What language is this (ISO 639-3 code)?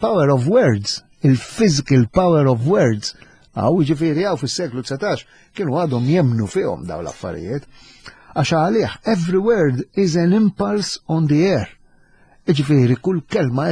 mlt